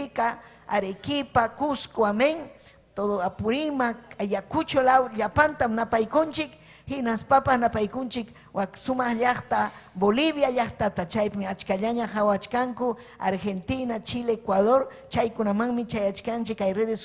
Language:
Ayacucho Quechua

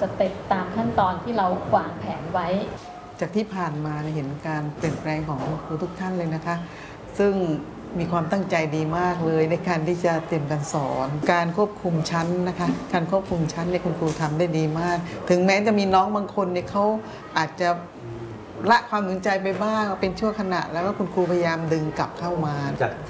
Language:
Thai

